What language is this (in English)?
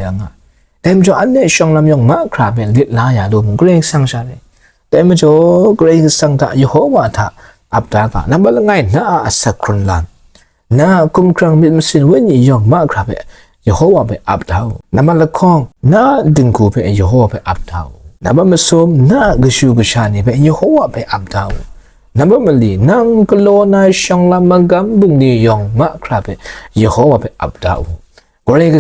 Kachin